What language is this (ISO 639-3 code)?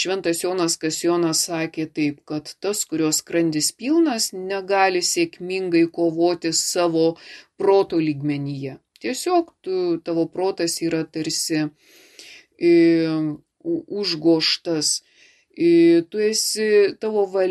lit